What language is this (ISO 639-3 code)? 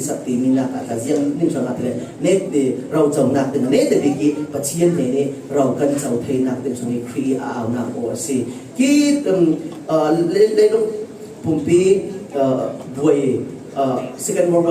cfm